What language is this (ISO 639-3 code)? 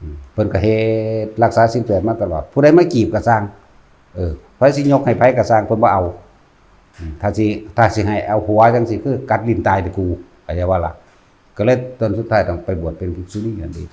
tts